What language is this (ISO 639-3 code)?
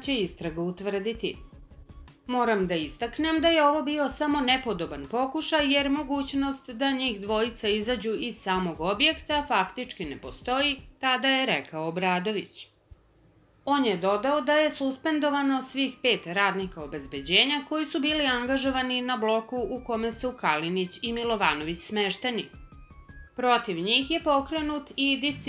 srp